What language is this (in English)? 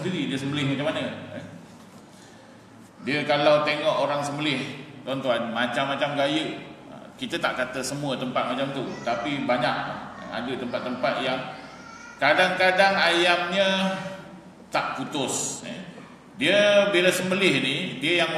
Malay